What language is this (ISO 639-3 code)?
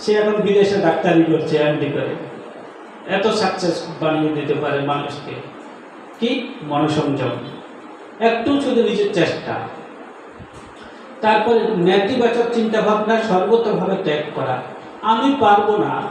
ben